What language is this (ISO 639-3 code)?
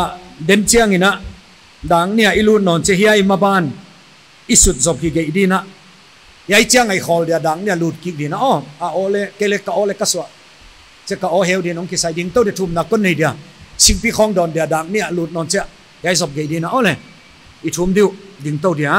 pck